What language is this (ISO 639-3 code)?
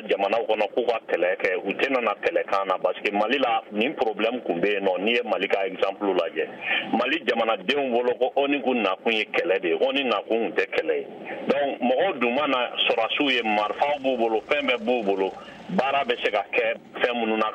bam